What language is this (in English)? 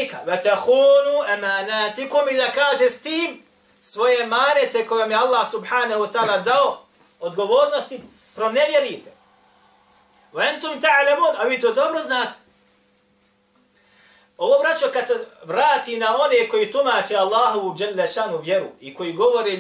Bosnian